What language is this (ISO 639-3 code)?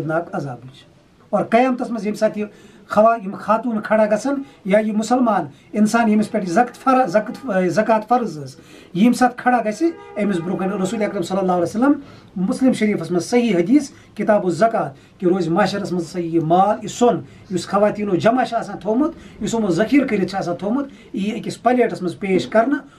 kas